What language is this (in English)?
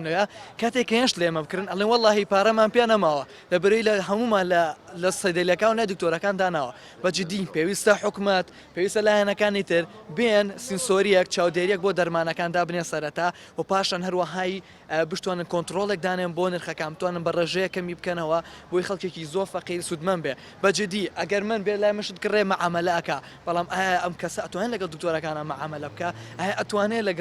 Central Kurdish